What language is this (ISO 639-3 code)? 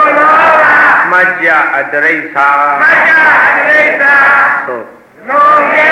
mya